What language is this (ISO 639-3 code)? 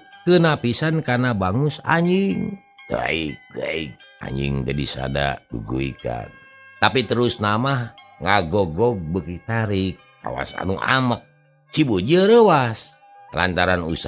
sun